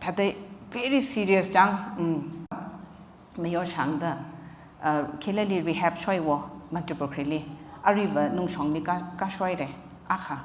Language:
Tangkhul Naga (India)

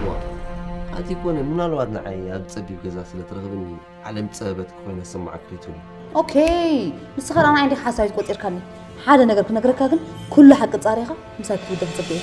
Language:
Tigrinya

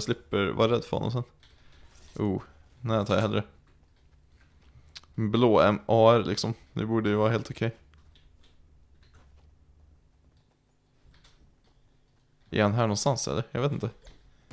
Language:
Swedish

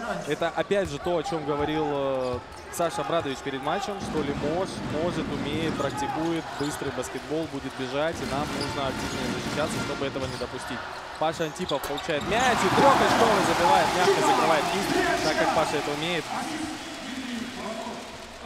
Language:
Russian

